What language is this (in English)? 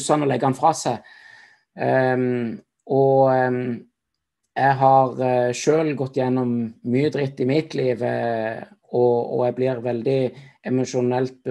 Norwegian